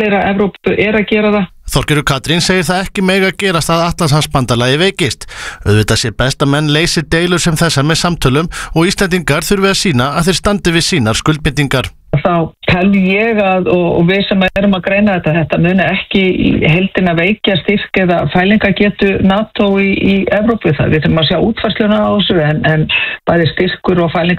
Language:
Icelandic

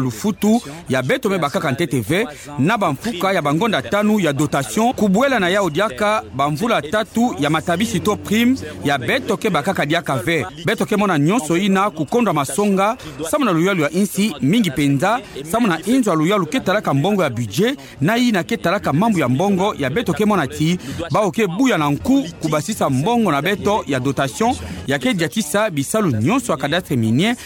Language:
Kituba (Democratic Republic of Congo)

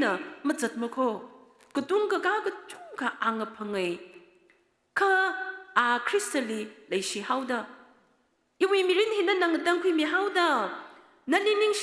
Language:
Tangkhul Naga (India)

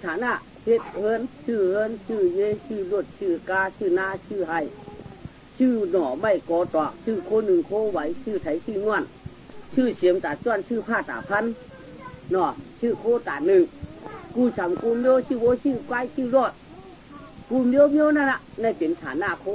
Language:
Shan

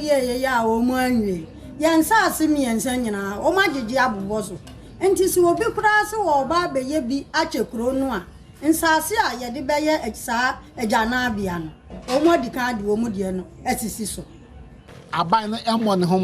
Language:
Akan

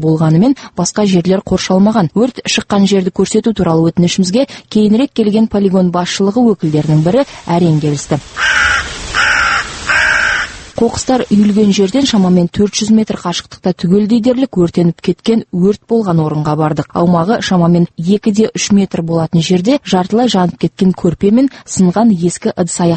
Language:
Kazakh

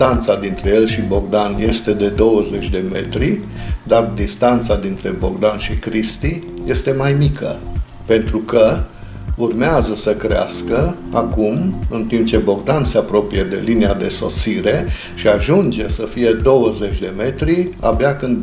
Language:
Romanian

